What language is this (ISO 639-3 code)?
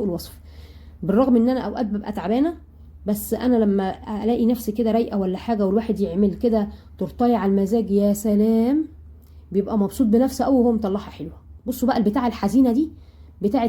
arz